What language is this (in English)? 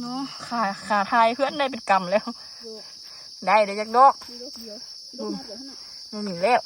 Lao